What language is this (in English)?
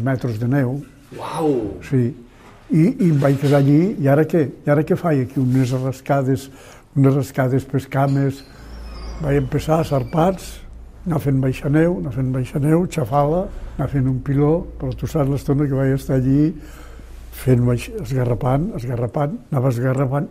Catalan